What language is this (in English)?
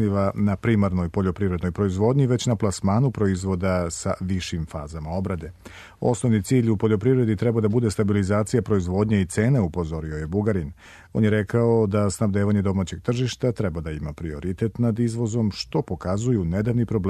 Serbian